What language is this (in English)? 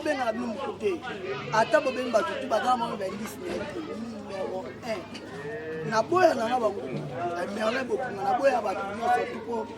Lingala